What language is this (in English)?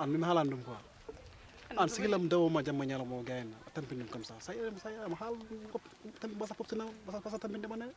Fula